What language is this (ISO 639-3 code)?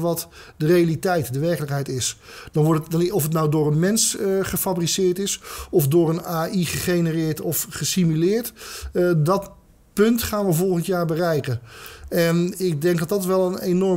nld